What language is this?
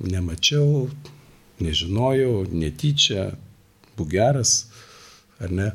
Lithuanian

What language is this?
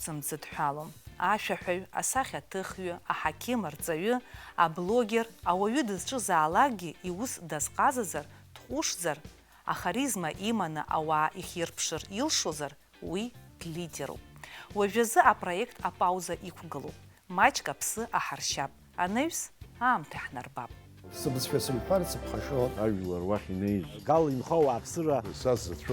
Abkhazian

